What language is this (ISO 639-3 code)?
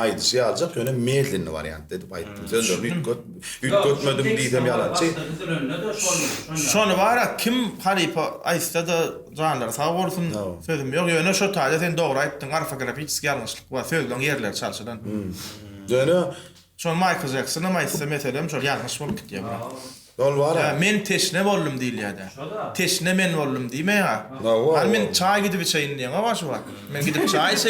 tuk